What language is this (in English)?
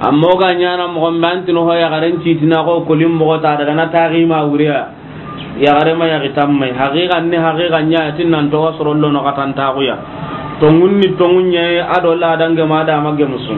Soninke